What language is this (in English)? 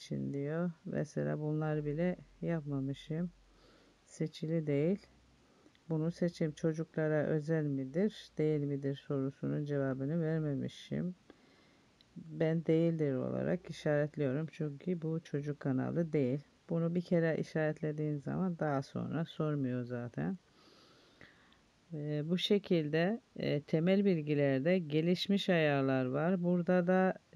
Turkish